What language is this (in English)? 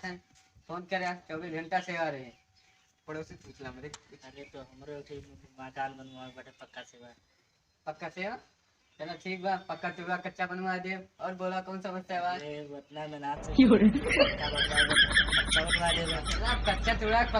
Awadhi